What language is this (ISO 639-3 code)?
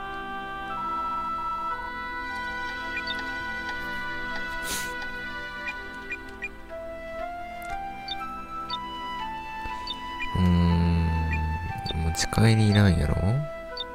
jpn